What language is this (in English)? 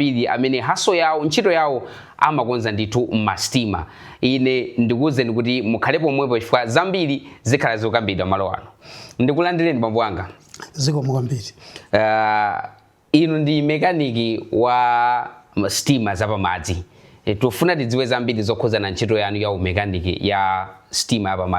Nyanja